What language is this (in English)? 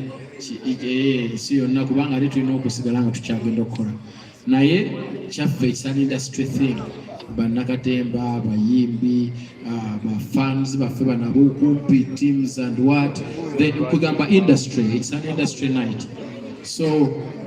Ganda